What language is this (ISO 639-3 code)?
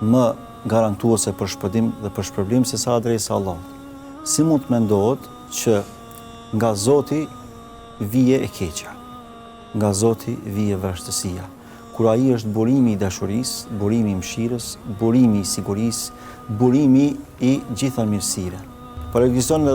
sqi